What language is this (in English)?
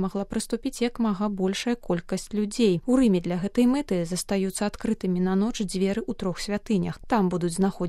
Belarusian